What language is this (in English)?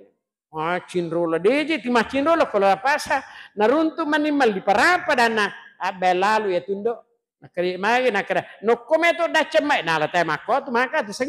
Buginese